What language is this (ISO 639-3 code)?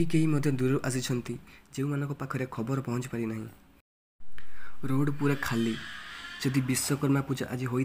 ori